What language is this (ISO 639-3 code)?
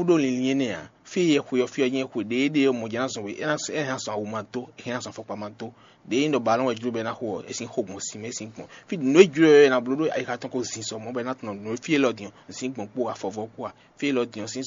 fon